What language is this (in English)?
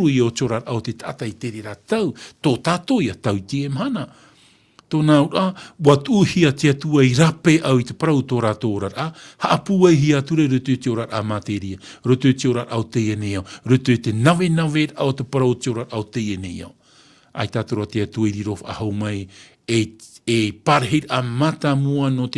Tahitian